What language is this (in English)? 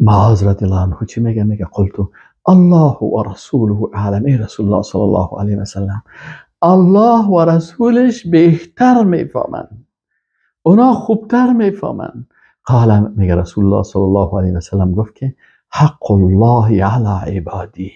Persian